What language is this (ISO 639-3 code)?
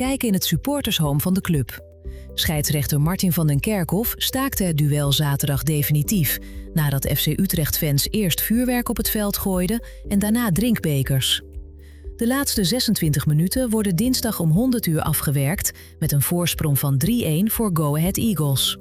nld